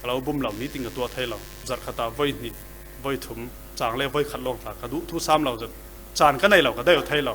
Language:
Falam Chin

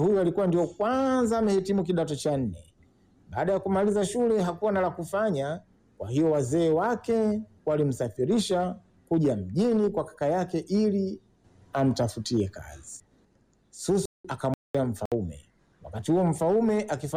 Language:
Swahili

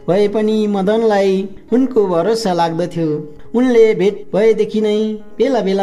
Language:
Nepali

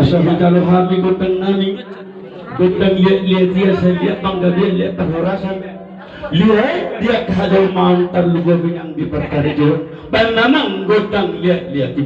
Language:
Batak Toba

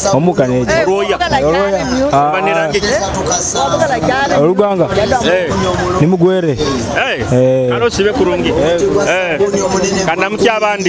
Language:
Nyoro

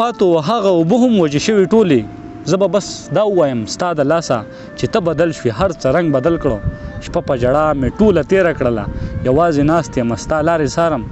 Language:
Pashto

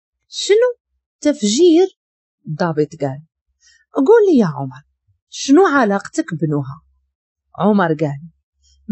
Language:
Moroccan Arabic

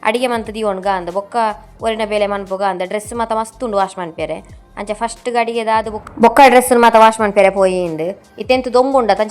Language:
Tulu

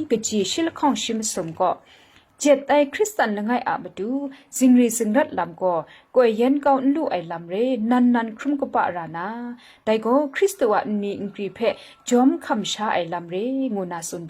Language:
Kachin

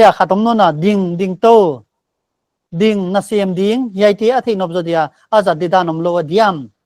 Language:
Paite Chin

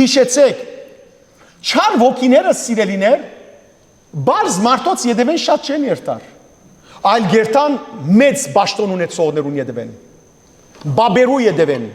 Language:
Western Armenian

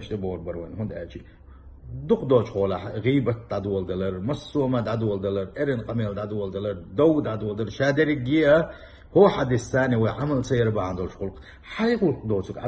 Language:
Chechen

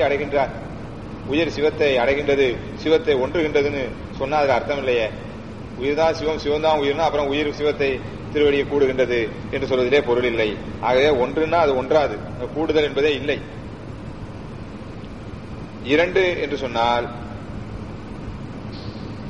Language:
Tamil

